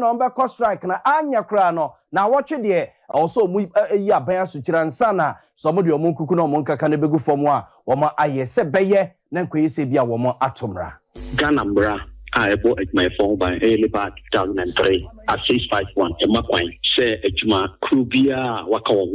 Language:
Akan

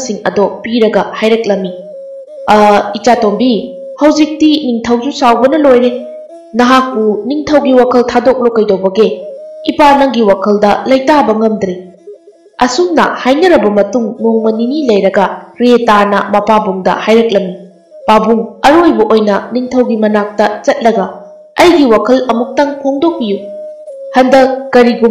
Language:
Manipuri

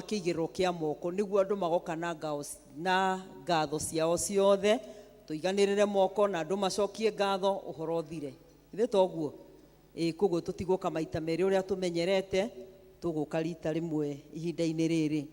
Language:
Kikuyu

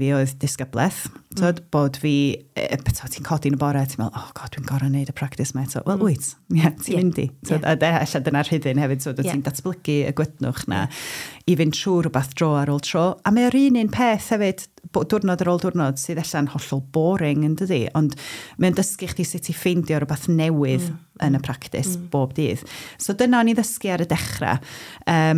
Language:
Welsh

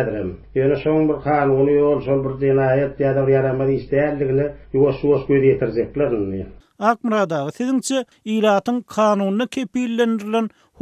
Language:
Turkmen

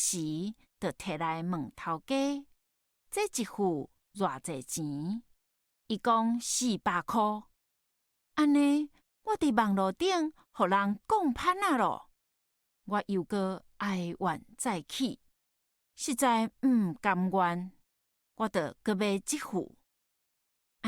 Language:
Min Nan Chinese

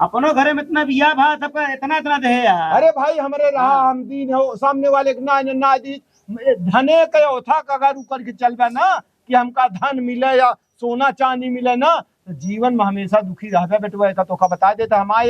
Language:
Awadhi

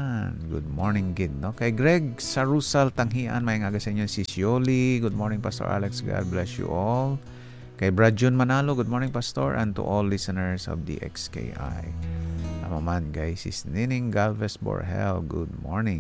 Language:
Hiligaynon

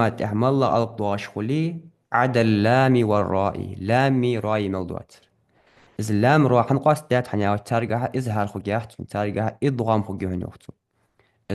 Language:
Ingush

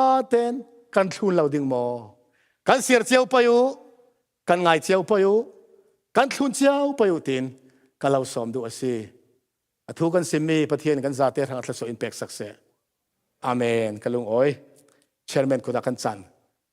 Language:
Falam Chin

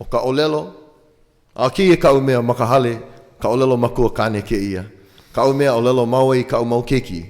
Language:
Hawaiian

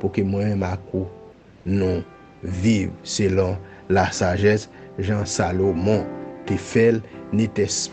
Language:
Haitian Creole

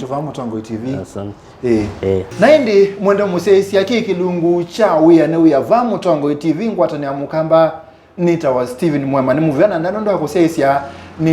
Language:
Kamba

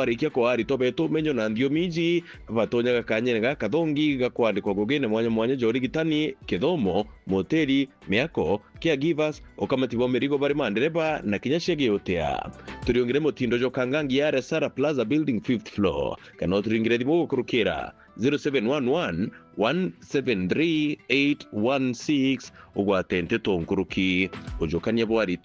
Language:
Meru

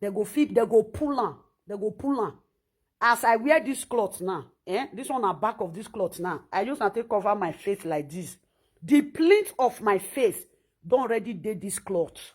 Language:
Nigerian Pidgin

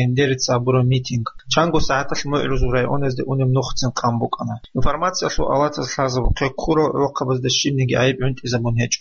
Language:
Avaric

